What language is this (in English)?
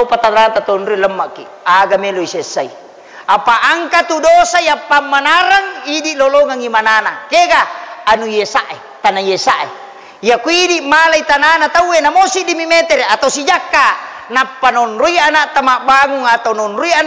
Buginese